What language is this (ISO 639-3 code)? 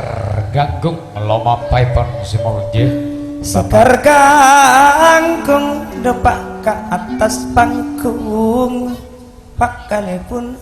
mad